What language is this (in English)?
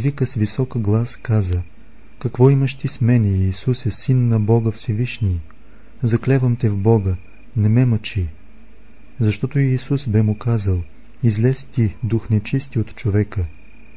Bulgarian